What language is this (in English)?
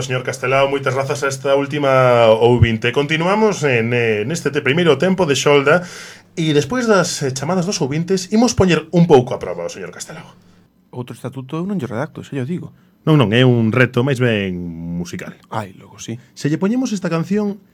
Galician